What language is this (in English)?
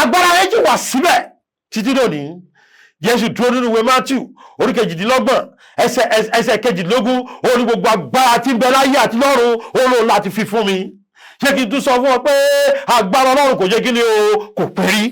Yoruba